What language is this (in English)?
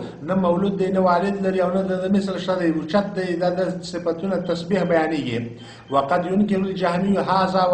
Pashto